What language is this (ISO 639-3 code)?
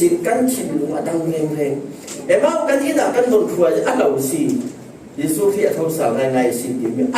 cfm